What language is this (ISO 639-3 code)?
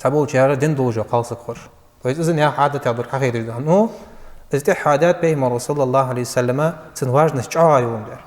inh